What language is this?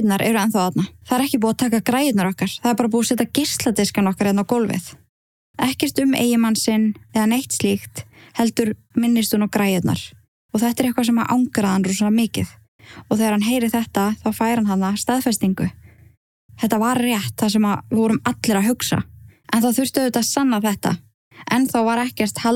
Icelandic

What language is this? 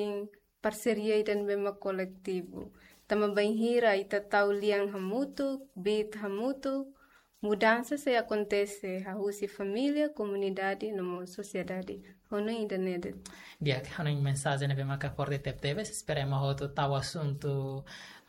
Tetum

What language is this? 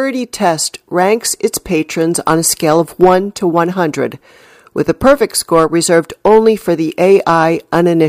English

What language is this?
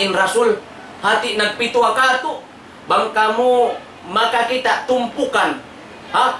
Tausug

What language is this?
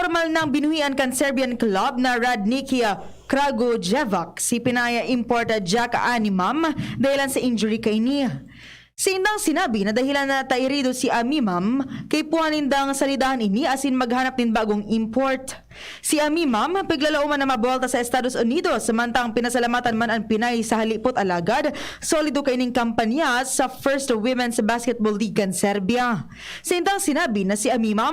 Bikol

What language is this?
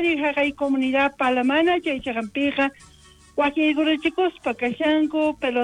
South Bolivian Quechua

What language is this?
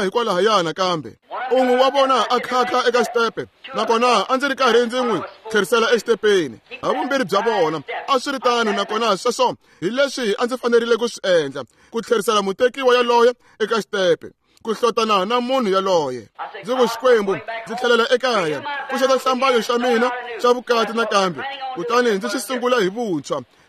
Tsonga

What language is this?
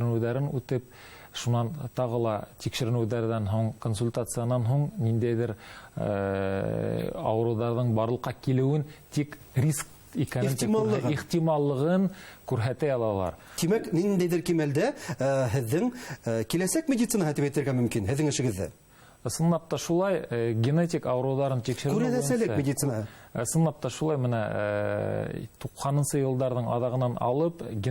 Bashkir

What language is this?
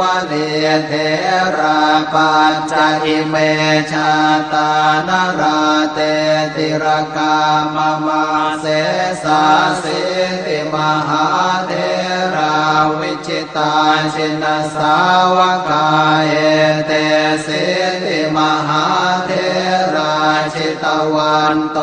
Pali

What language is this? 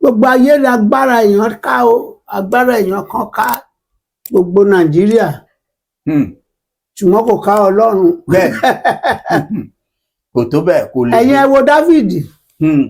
Yoruba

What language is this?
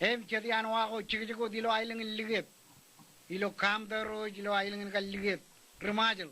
Marshallese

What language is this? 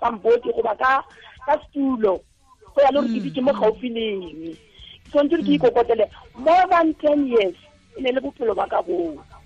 Tswana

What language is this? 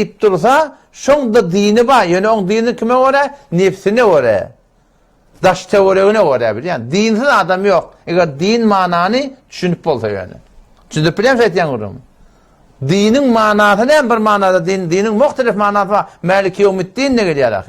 Turkmen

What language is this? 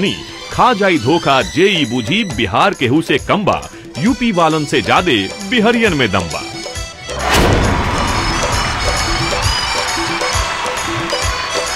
Bhojpuri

